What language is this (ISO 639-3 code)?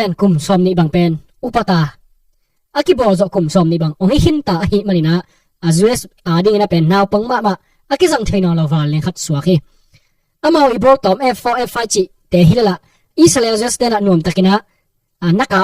ctd